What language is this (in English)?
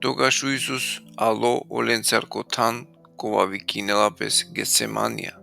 Balkan Romani